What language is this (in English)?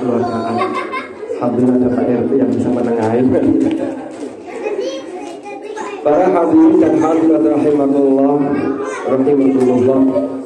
Indonesian